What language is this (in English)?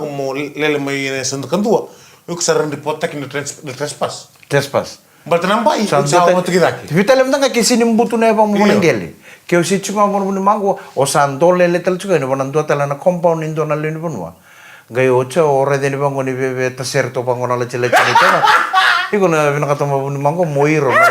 Fijian